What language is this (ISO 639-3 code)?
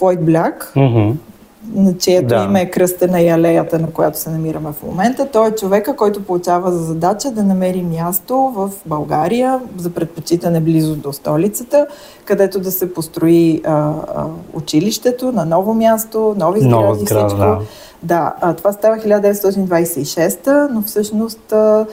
bul